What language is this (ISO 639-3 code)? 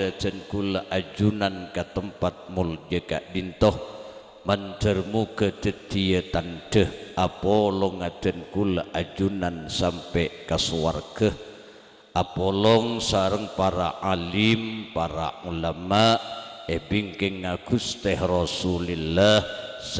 mad